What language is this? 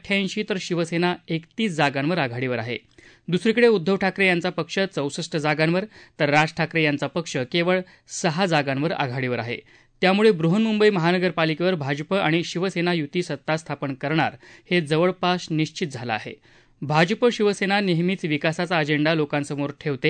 Marathi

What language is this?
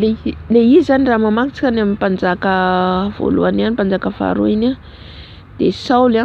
Malagasy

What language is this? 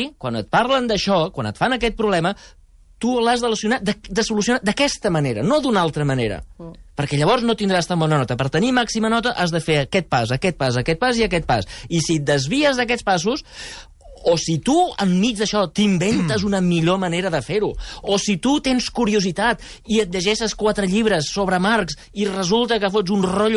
Catalan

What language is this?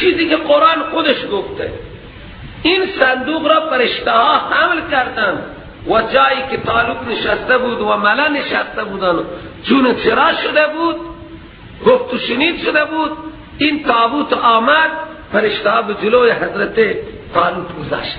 Persian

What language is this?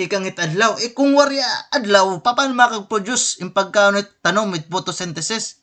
Waray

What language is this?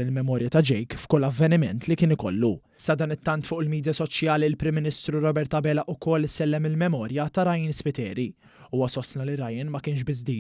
Maltese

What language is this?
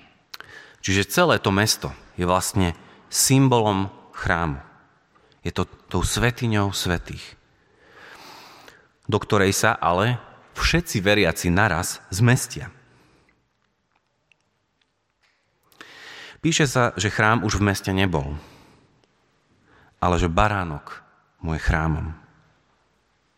Slovak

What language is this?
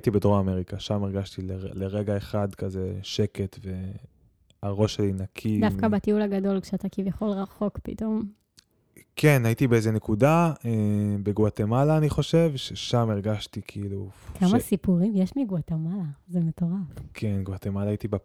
Hebrew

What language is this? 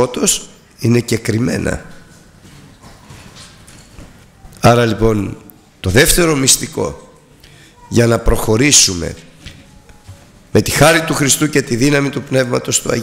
Greek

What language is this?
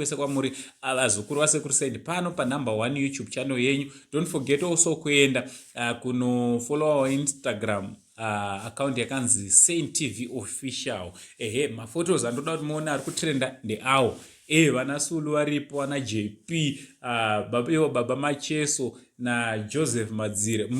Shona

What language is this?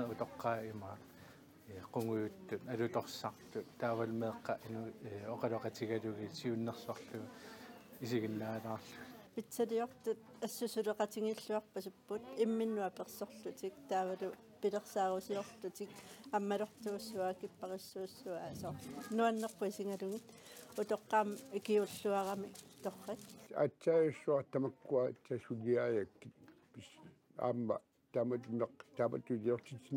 Kalaallisut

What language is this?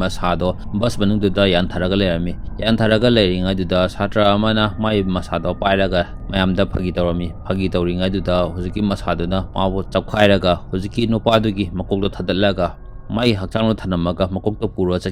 Manipuri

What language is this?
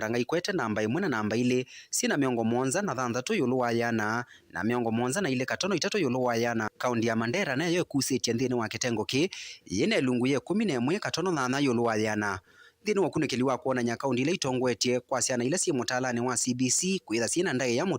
Kamba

